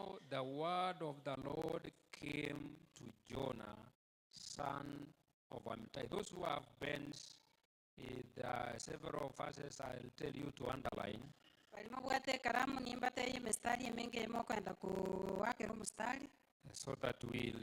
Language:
Gusii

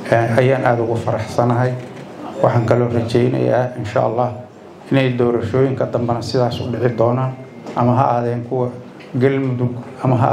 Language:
Somali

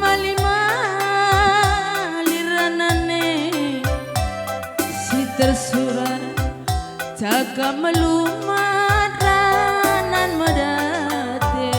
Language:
Batak Karo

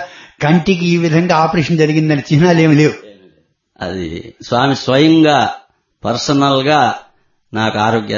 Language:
Telugu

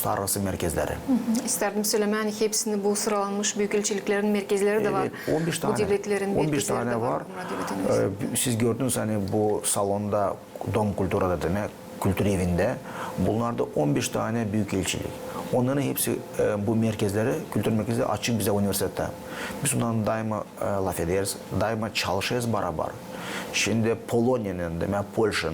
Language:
Gagauz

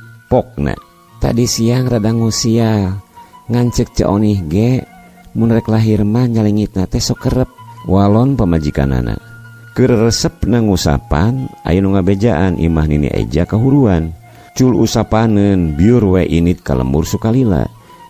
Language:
Sundanese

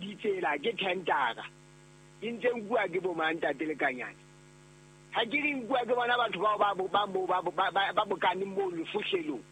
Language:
Southern Sotho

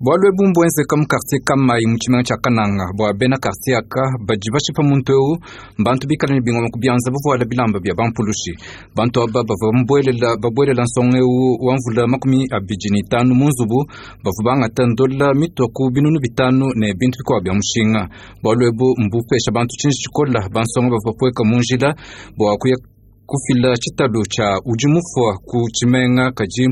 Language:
Luba-Lulua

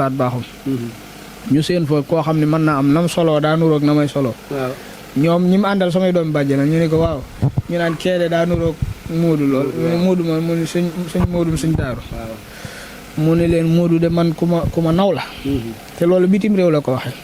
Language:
Wolof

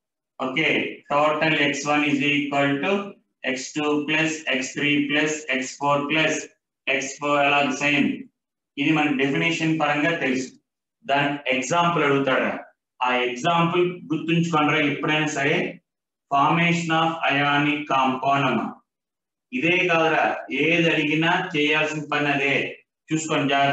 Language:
Telugu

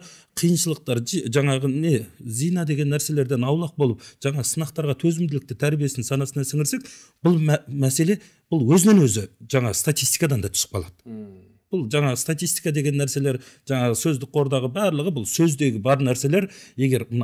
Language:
Kazakh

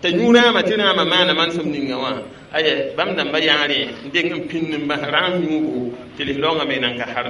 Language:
Mossi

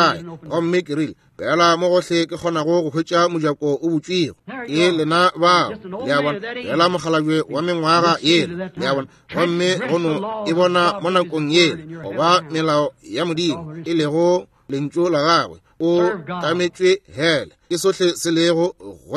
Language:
Northern Sotho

